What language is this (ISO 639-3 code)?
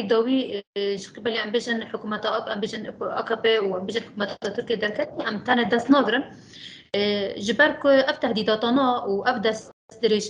kur